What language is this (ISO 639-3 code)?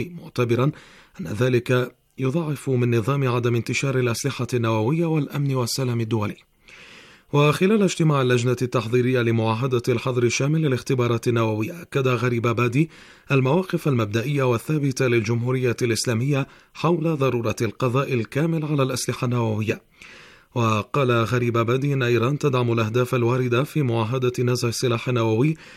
ara